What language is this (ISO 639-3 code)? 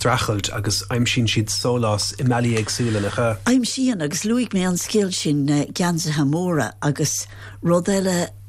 gle